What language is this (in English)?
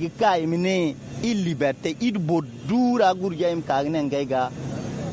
Zarma